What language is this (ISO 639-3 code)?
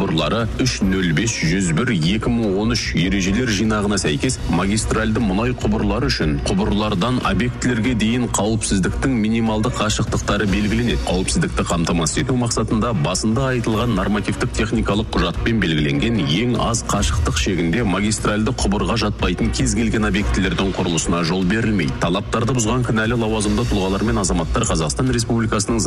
kaz